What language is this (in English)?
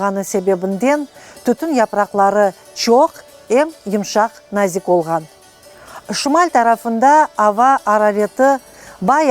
Crimean Tatar